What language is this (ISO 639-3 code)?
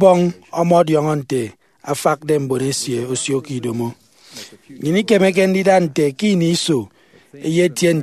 efi